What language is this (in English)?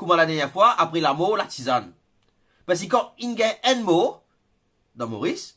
Morisyen